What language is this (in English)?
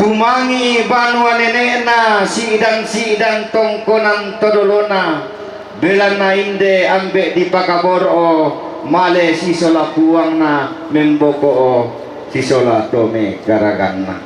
Toraja-Sa'dan